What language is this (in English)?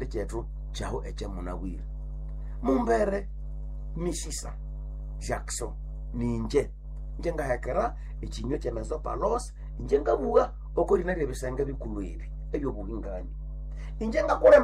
Nande